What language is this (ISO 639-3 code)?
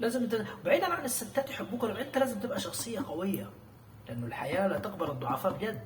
arz